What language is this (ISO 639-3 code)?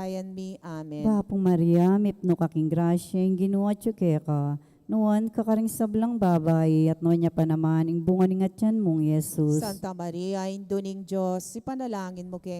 pam